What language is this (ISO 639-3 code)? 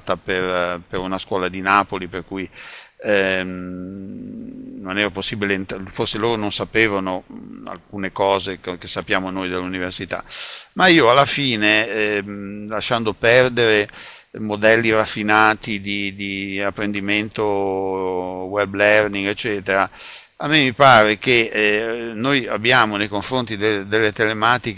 ita